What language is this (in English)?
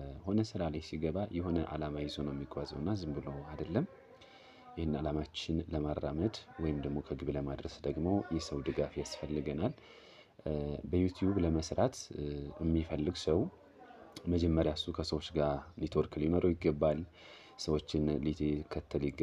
Amharic